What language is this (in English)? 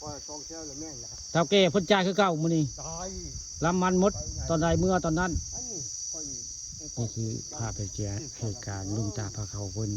Northeastern Thai